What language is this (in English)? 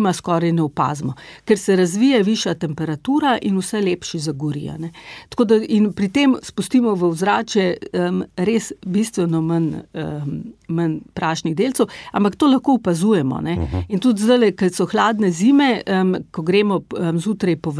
Slovenian